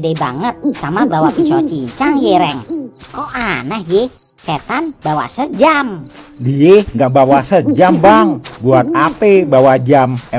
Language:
Betawi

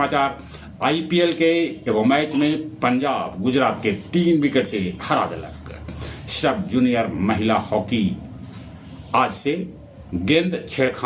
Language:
Magahi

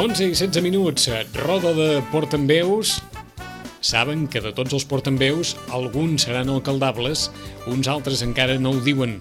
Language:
Catalan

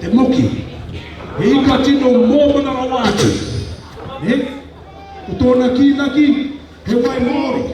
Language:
Māori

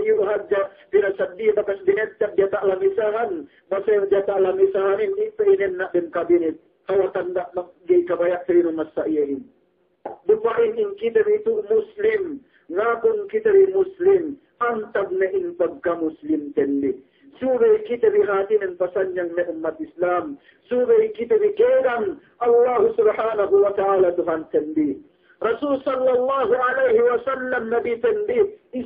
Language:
Yakan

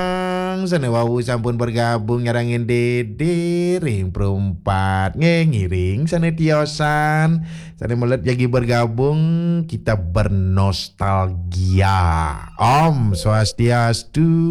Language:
Balinese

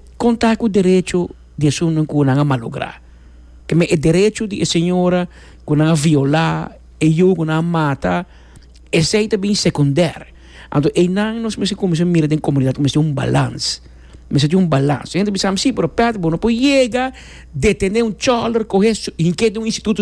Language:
Papiamento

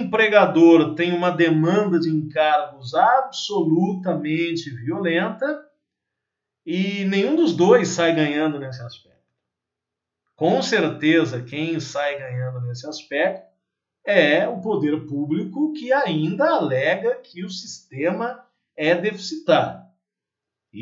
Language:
Portuguese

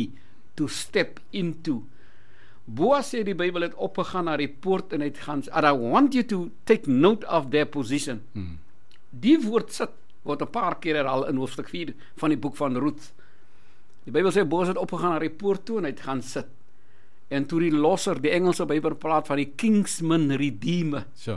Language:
Afrikaans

